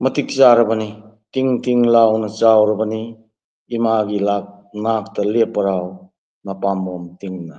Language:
Manipuri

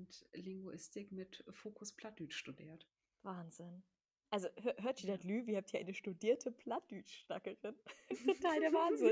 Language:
Low German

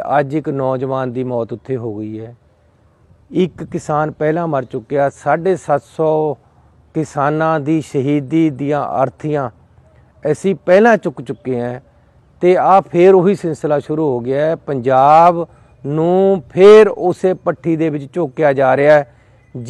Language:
Punjabi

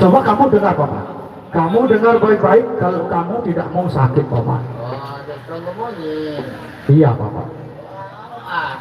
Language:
Sasak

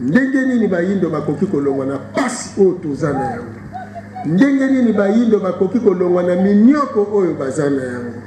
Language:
Lingala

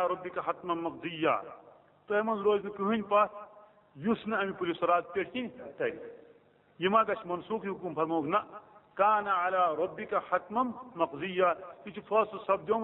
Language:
Kashmiri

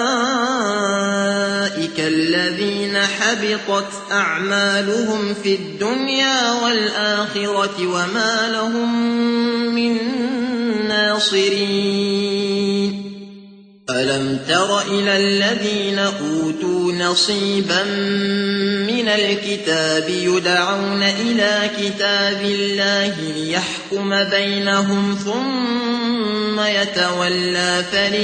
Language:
Arabic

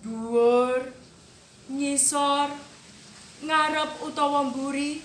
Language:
Javanese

